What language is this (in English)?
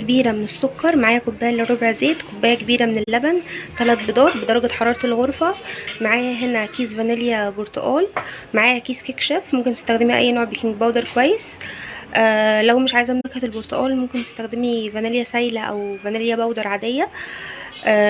Egyptian Arabic